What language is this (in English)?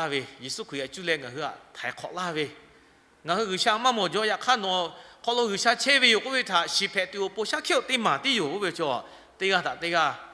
Lahu